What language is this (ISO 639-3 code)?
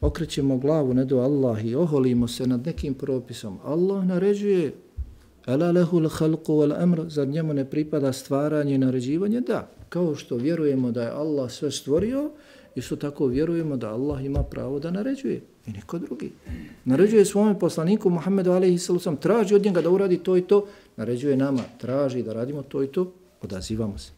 bos